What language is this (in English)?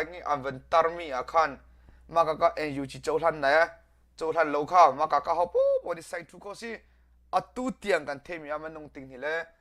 Hakha Chin